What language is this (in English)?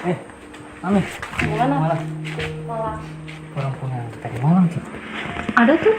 Ambonese Malay